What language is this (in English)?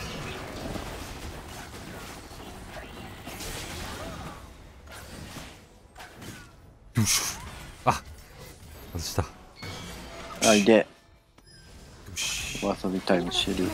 Japanese